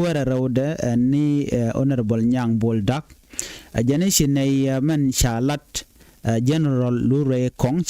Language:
Nuer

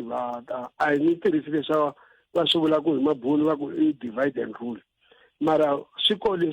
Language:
Tsonga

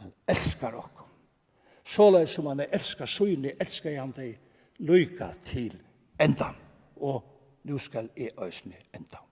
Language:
Faroese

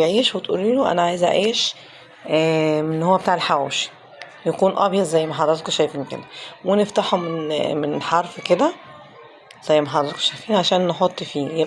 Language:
Egyptian Arabic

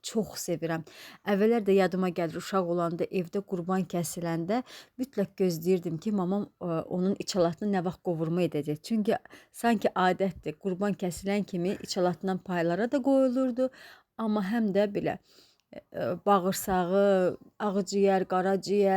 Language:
Azerbaijani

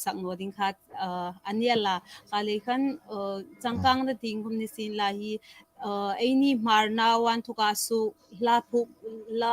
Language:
Hmar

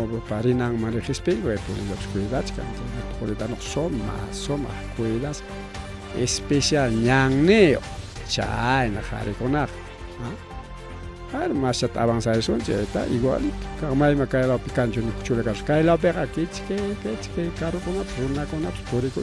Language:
Ayacucho Quechua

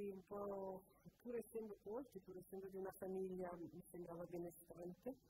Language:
Italian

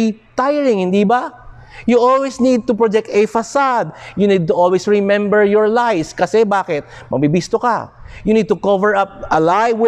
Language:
Filipino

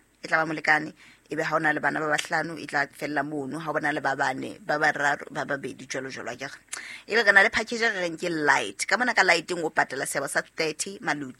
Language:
Southern Sotho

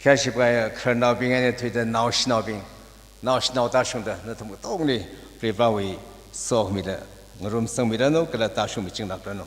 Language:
Tangkhul Naga (India)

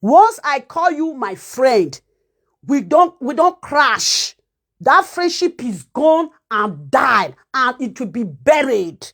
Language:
Nigerian Pidgin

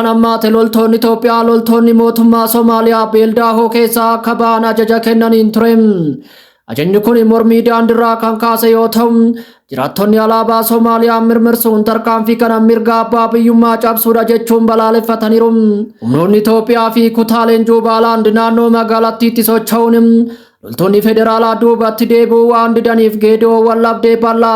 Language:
Oromo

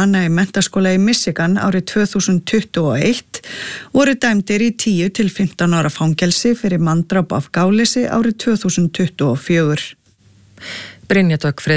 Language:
Icelandic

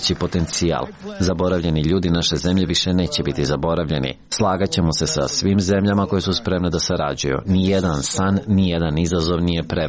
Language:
Serbian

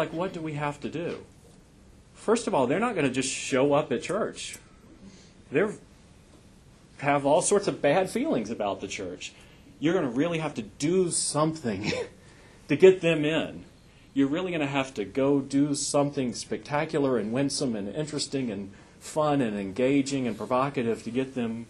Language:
English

